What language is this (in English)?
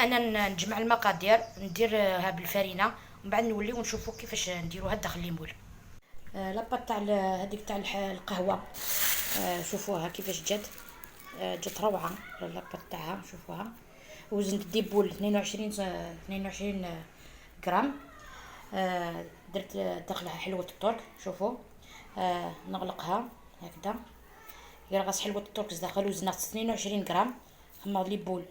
Algerian Arabic